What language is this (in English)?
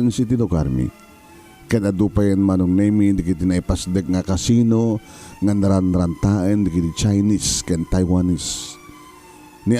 Iloko